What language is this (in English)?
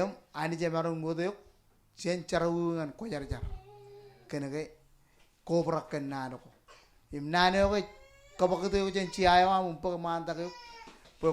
Marshallese